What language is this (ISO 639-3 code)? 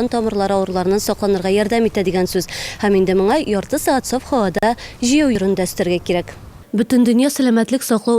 tat